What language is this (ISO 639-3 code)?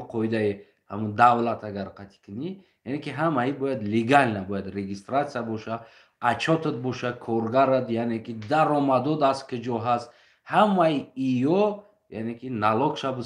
tgk